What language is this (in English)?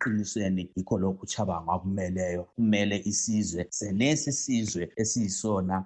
North Ndebele